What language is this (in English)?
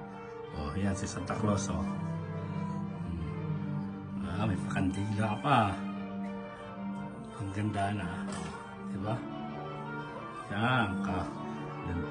Filipino